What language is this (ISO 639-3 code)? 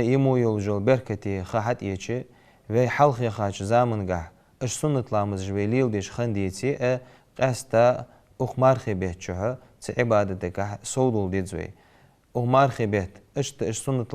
inh